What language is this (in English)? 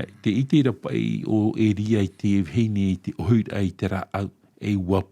Tahitian